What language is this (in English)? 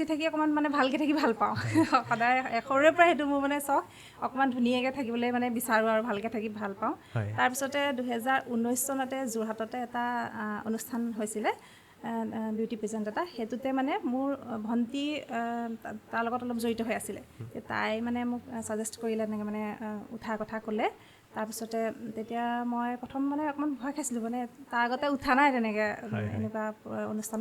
Assamese